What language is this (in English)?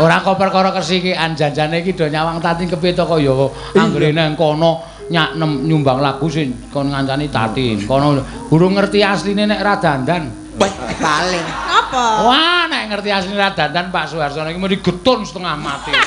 Javanese